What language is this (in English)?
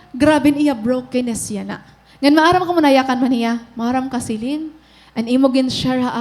Waray